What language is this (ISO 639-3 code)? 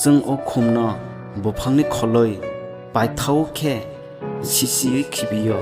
trp